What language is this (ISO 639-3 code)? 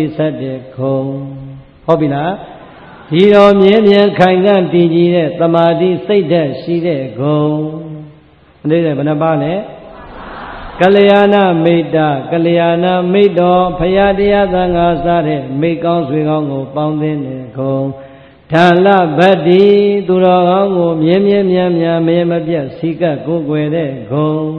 mya